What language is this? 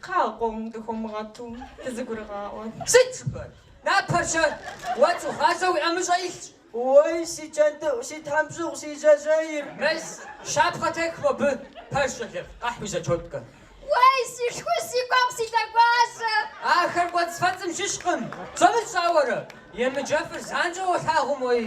Kabardian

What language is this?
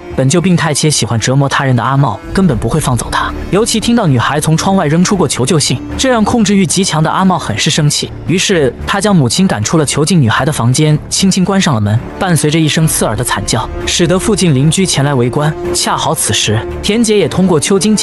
Chinese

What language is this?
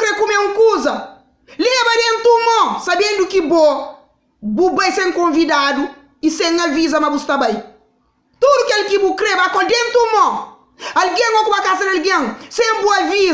Kabuverdianu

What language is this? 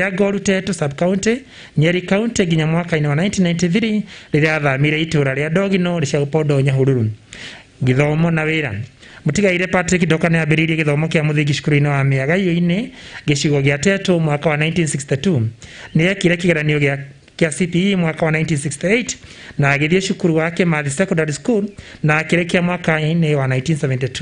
Kikuyu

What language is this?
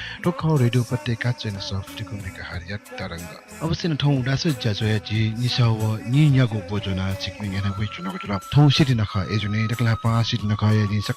Newari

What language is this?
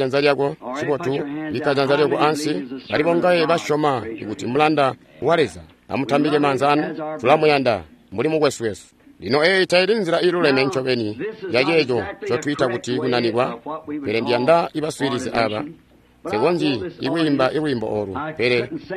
Tonga (Zambia)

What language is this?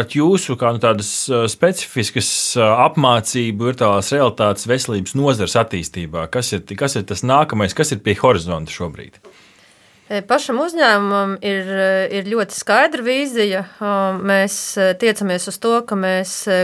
Latvian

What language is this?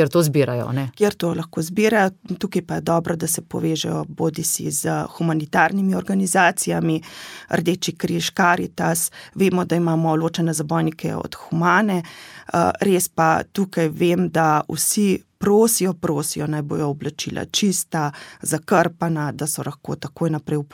Slovenian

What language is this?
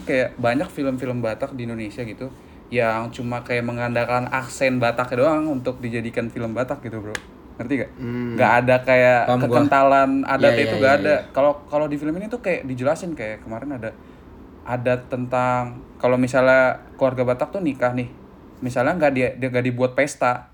Indonesian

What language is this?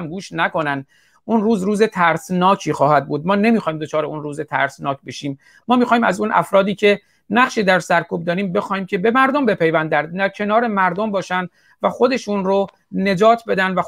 Persian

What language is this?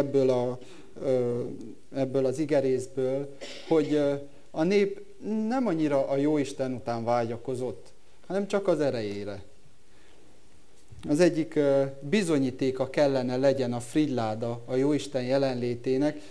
Hungarian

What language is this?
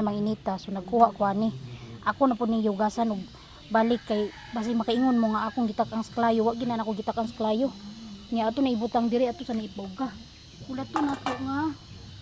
Cebuano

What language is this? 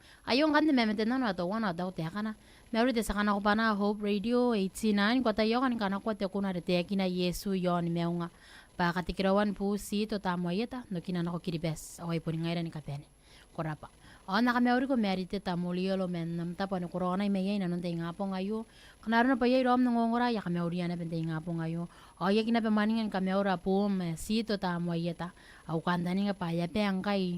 Gilbertese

